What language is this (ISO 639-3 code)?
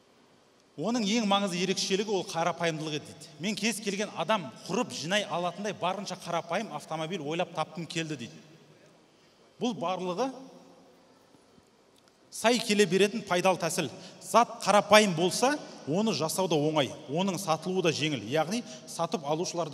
kaz